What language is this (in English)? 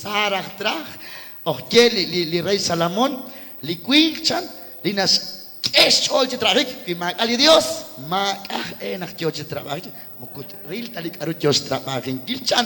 Kekchí